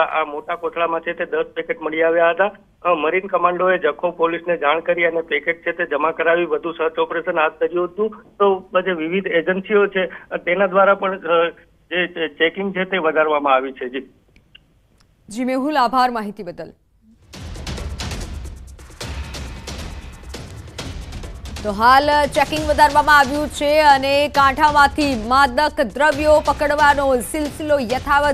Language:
Gujarati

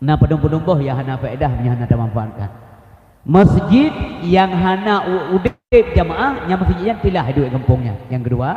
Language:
Achinese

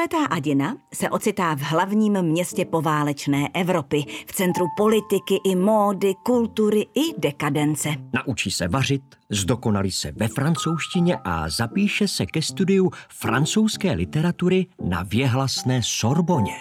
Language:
Czech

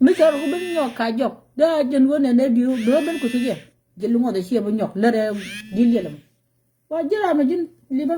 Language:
Nuer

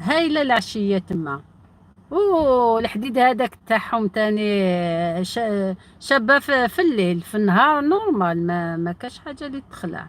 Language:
Algerian Arabic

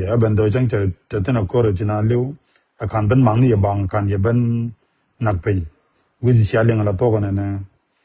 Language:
Nuer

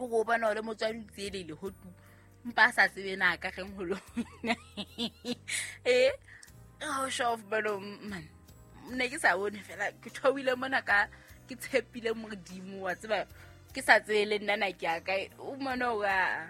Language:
Southern Sotho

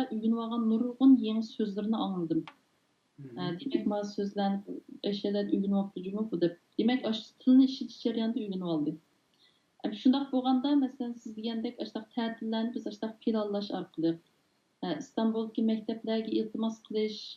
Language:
Uyghur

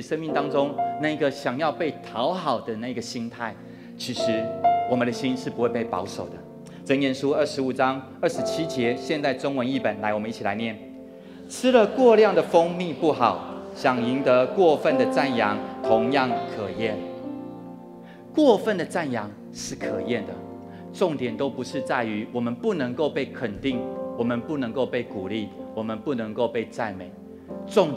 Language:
Chinese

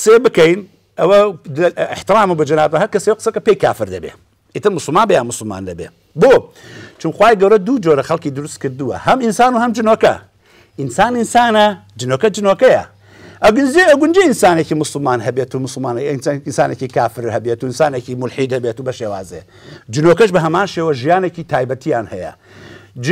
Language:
Central Kurdish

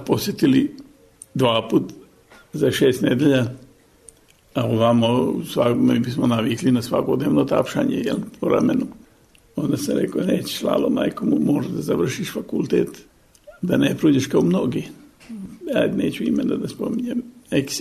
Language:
Serbian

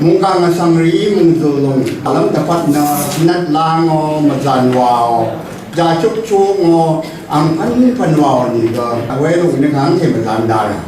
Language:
Rawang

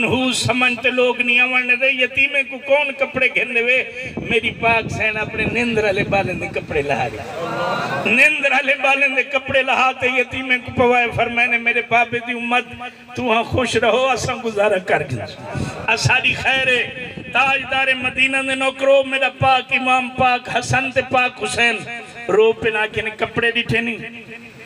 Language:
Saraiki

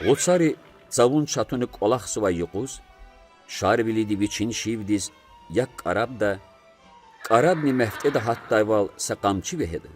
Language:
Lezghian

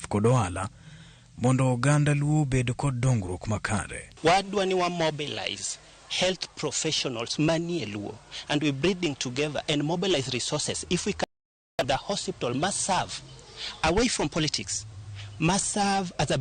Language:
Luo (Kenya and Tanzania)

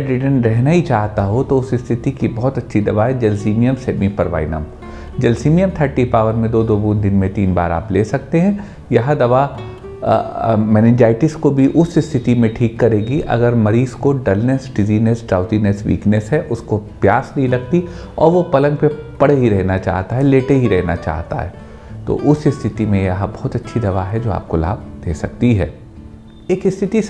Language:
Hindi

